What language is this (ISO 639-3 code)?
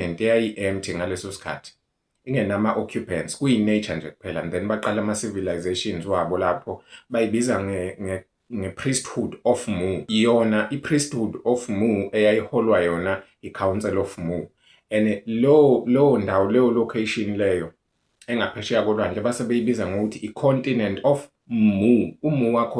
zul